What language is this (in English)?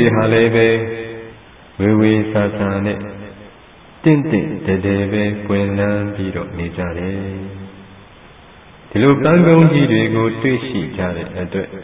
Burmese